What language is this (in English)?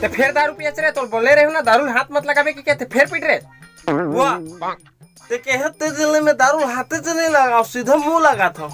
Chhattisgarhi